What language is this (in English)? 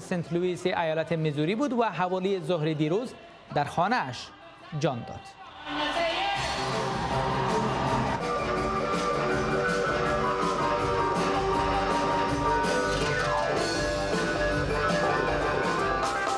Persian